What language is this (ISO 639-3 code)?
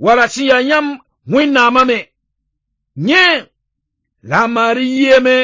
mos